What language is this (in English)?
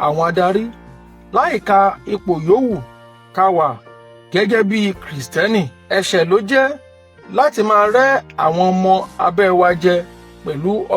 Yoruba